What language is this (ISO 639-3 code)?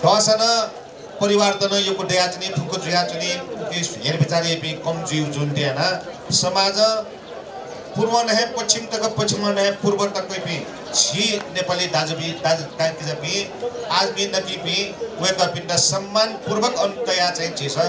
new